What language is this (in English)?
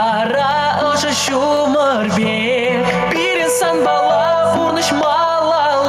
Chuvash